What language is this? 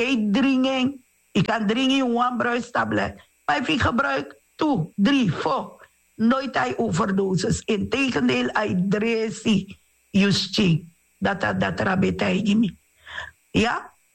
Sranan Tongo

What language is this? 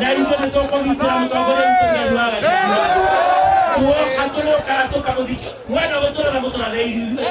Kikuyu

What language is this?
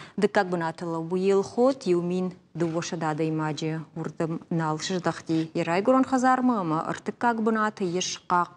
Ossetic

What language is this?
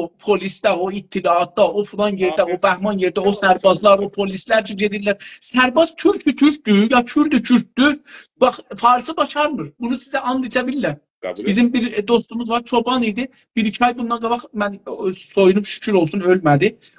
South Azerbaijani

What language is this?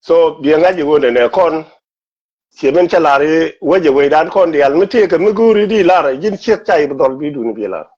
Nuer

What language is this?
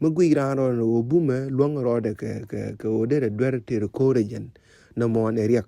Nuer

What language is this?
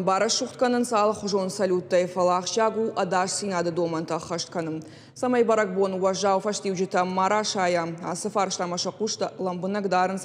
Ossetic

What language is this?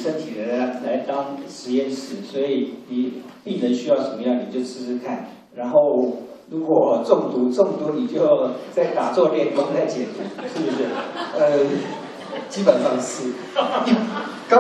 Chinese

